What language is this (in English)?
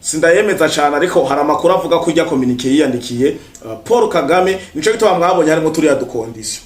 Rundi